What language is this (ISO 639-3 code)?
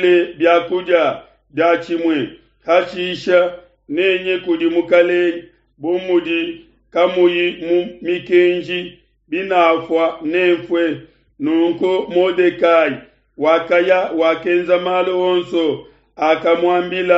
lua